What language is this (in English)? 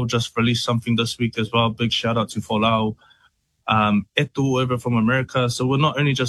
English